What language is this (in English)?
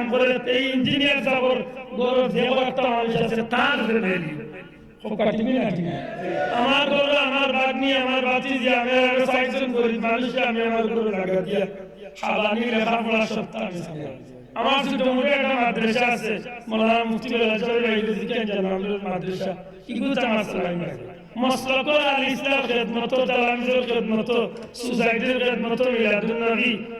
Sylheti